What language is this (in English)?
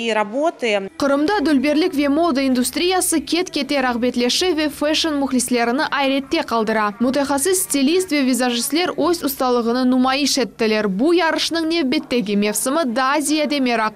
Crimean Tatar